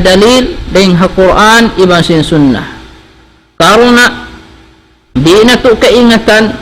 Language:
Tausug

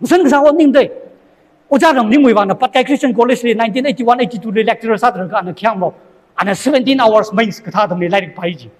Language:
Tangkhul Naga (India)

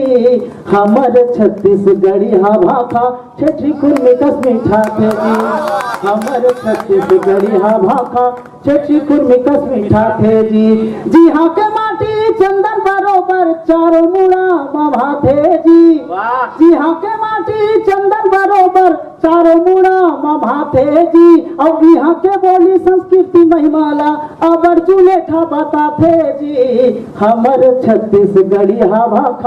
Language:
Chhattisgarhi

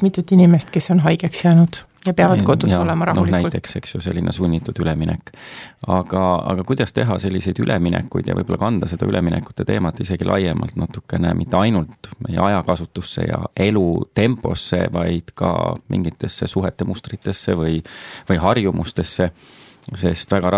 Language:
Estonian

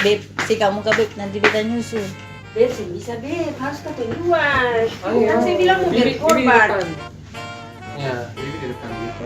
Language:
Ambonese Malay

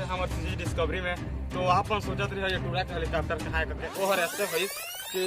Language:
Chhattisgarhi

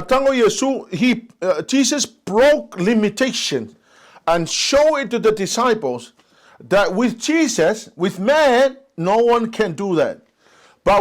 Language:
Samoan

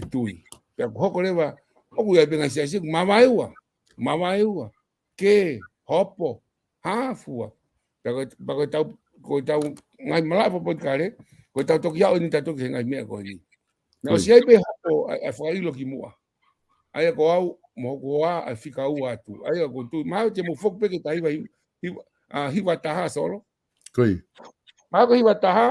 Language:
Tongan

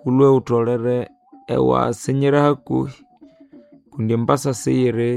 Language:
Nande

